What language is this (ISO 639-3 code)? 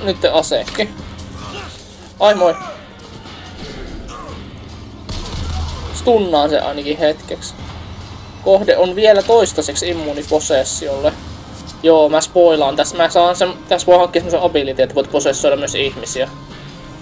fin